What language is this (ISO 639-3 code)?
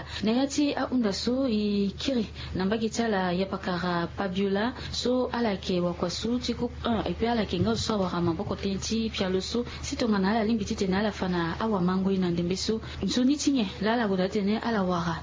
sag